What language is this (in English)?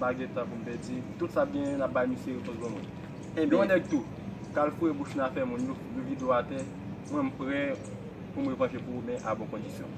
Haitian Creole